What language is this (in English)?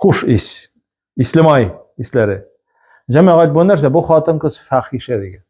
Tatar